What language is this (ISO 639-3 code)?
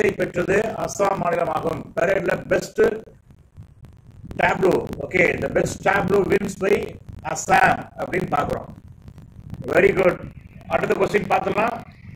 tam